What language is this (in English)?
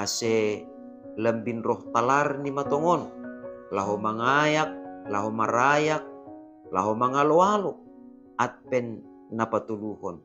Batak Simalungun